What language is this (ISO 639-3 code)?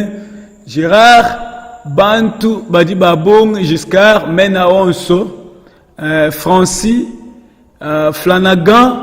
lua